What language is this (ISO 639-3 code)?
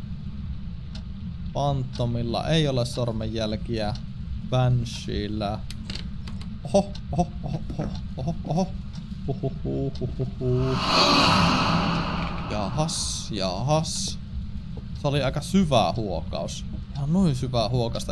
fin